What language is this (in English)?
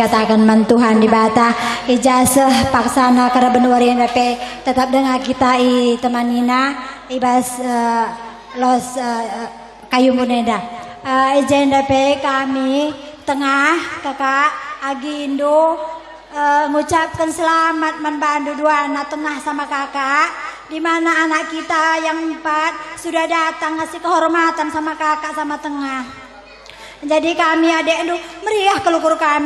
Batak Karo